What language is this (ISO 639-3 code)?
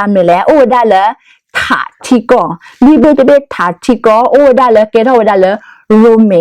ksw